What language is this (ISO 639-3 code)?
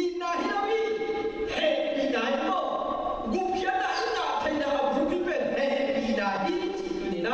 ctd